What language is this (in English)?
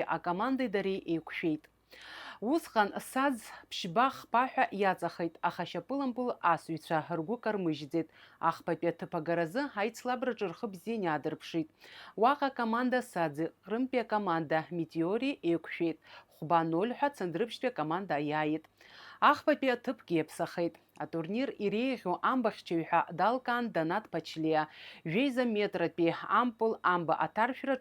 Abkhazian